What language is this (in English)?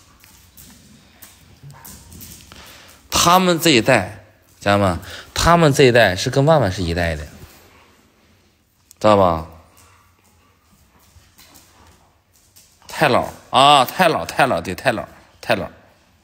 Chinese